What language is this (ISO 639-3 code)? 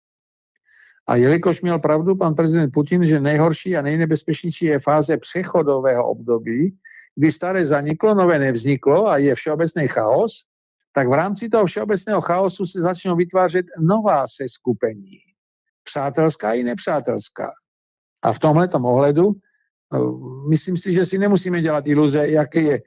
ces